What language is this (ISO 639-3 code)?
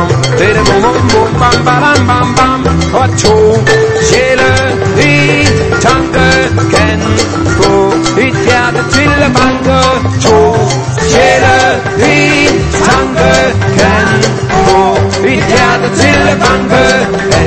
dan